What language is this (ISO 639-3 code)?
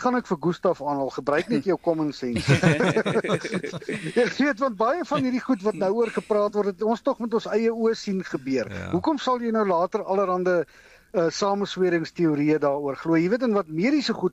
afr